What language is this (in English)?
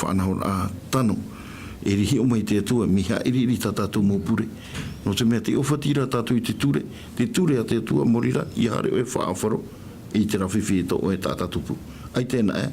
Tahitian